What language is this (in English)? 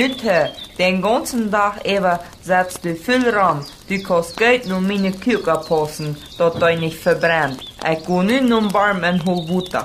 Plautdietsch